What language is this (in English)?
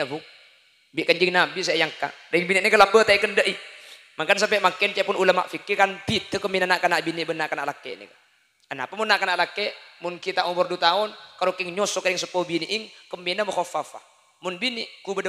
Madurese